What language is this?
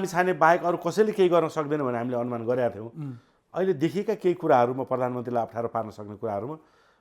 Nepali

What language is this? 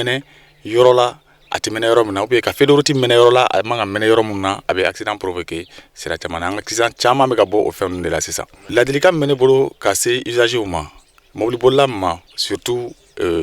Bambara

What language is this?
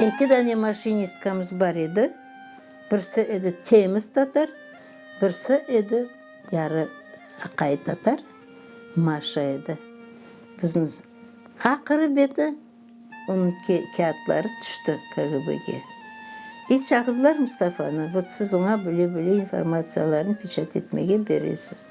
Crimean Tatar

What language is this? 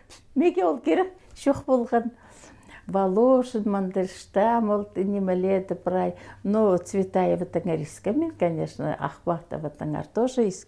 Khakas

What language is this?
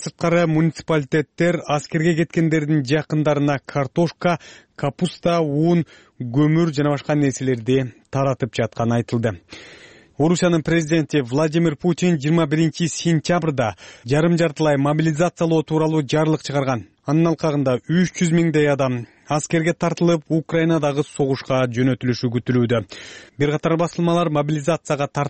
Kyrgyz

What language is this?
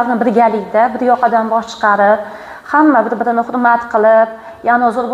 Uzbek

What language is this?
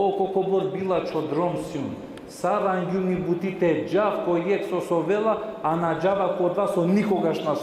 Balkan Romani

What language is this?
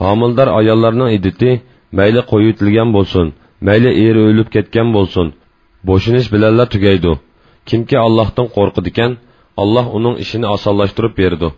Uyghur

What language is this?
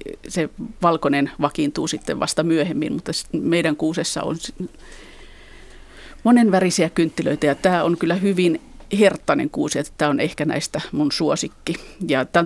Finnish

